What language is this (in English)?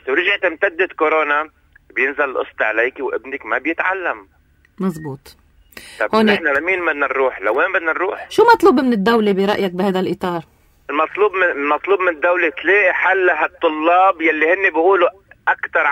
North Levantine Arabic